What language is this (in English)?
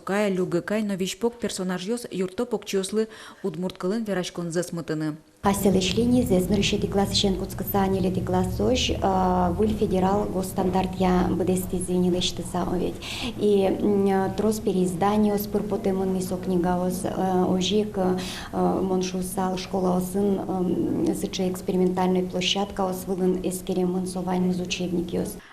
Udmurt